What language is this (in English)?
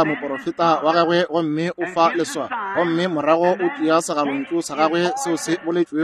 Northern Sotho